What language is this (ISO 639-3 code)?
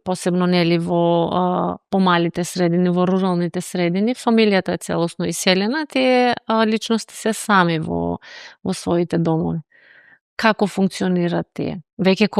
mkd